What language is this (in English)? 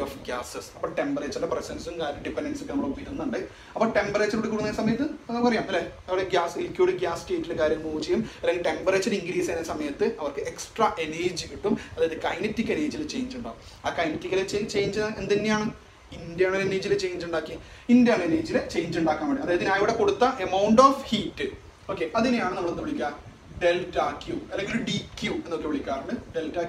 Malayalam